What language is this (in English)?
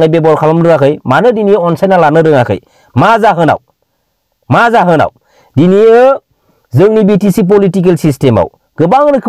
Bodo